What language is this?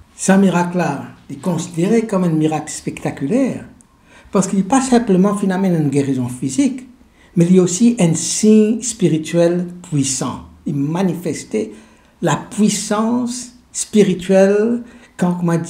Morisyen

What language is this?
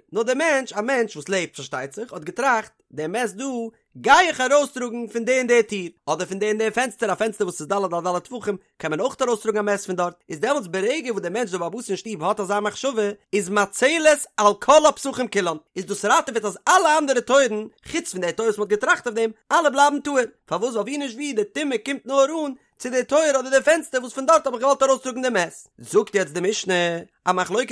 Yiddish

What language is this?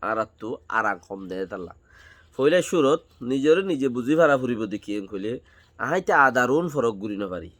Rohingya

